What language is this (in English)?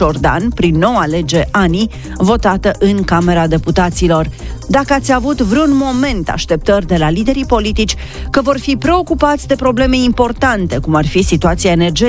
Romanian